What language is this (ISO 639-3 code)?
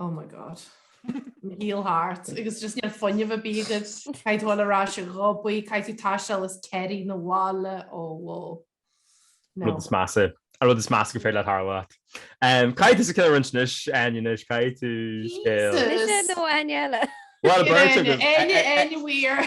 gle